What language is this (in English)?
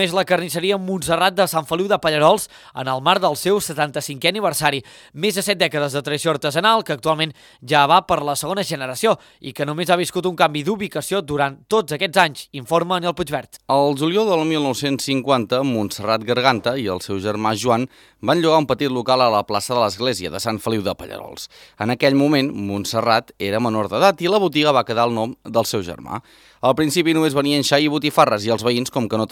Catalan